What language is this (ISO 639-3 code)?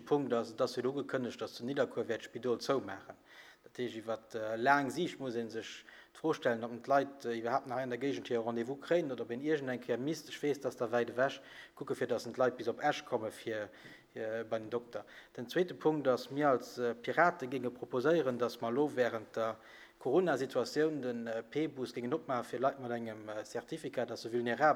ltz